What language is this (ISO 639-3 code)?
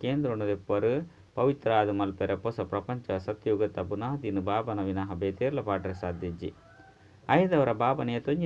tcy